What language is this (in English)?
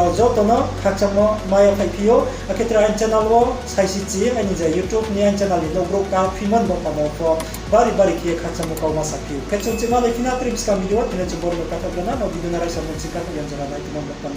Riang (India)